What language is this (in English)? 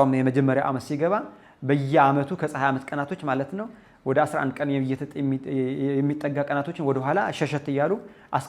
Amharic